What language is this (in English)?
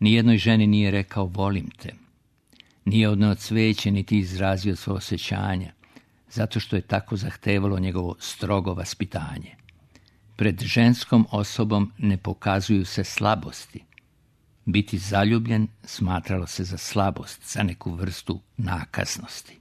Serbian